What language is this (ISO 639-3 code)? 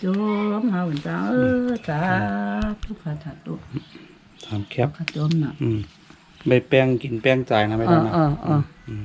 shn